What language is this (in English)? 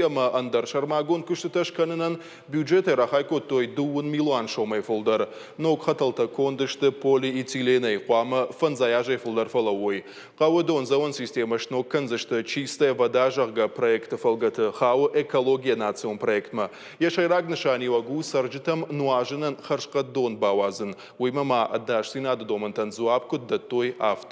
Ossetic